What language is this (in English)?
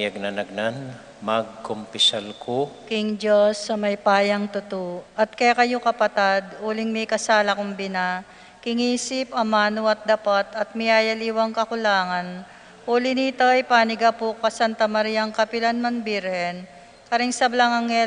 Pampanga